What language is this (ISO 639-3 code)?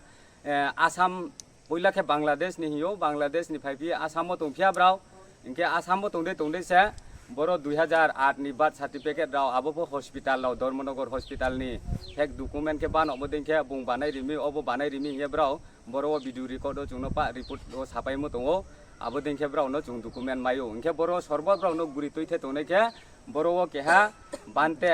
ria